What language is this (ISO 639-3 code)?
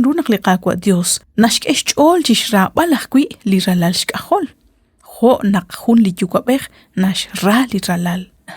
kek